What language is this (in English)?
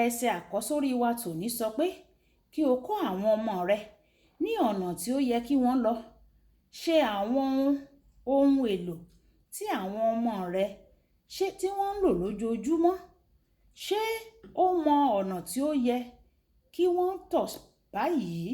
Yoruba